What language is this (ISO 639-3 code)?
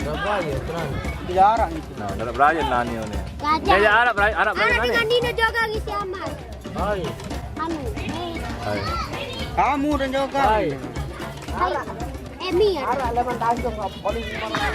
sas